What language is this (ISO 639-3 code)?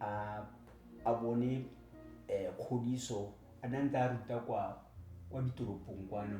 tsn